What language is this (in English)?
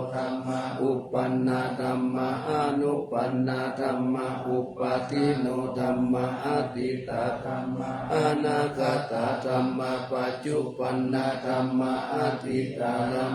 Pali